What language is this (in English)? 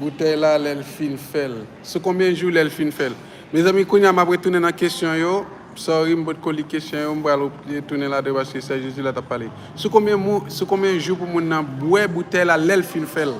Haitian Creole